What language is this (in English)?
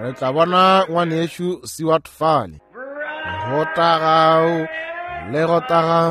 Northern Sotho